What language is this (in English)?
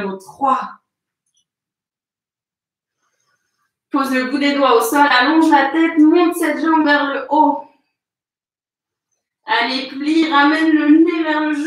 French